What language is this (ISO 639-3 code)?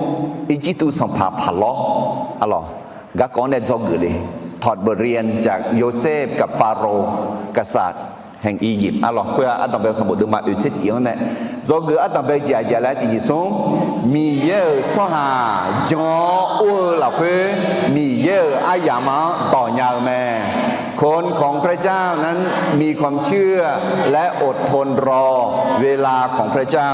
ahk